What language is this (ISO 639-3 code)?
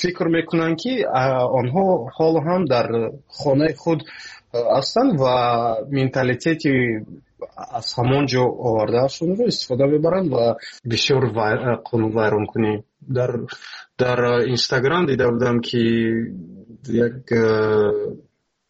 fas